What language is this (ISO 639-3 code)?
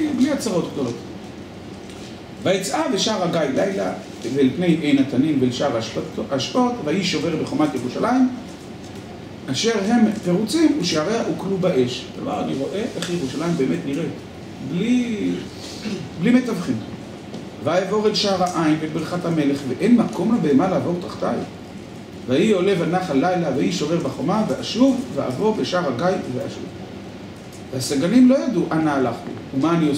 heb